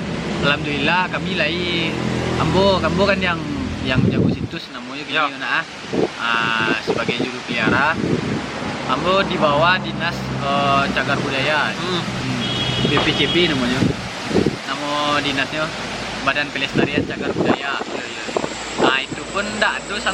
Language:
Minangkabau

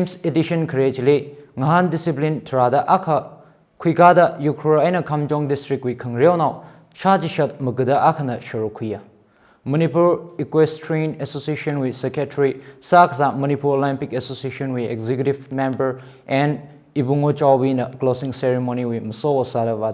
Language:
Tangkhul Naga (India)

